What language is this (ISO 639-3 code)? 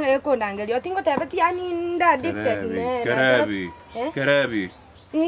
guz